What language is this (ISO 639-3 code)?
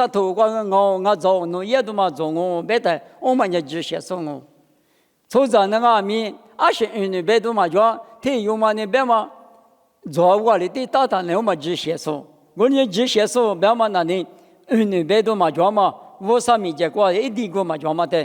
lis